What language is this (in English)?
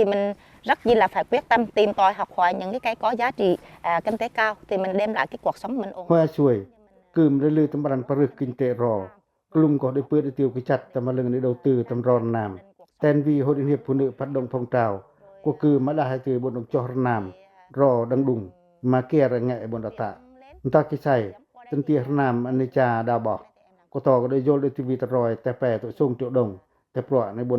Pacoh